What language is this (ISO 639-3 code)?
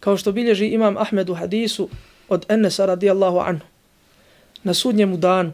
bos